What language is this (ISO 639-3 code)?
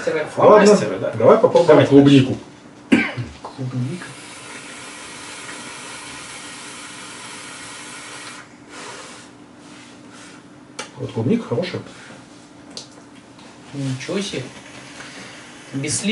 rus